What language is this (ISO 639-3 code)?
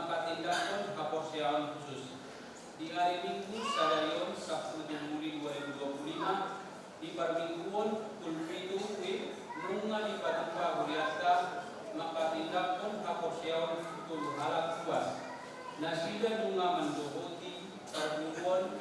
bbc